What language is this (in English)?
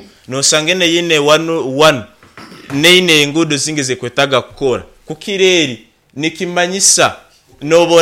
Nyankole